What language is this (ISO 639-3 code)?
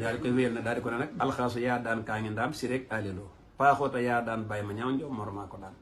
wol